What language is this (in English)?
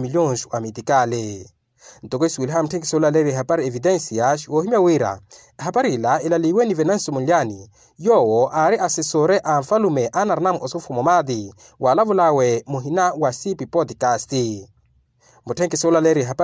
Makhuwa